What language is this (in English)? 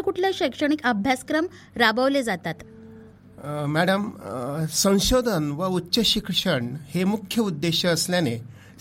Marathi